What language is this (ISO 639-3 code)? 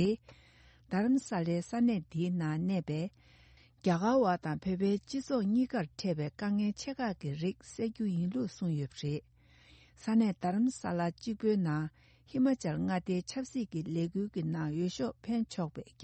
bod